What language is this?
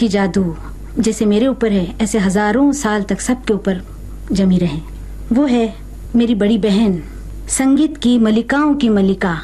Hindi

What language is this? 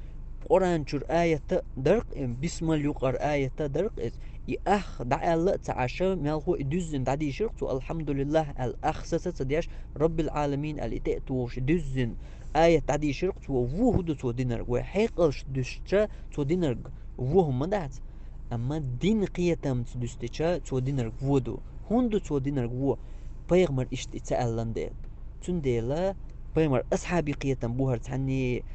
Chechen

